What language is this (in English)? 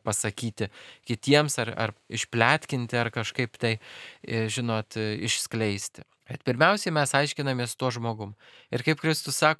Lithuanian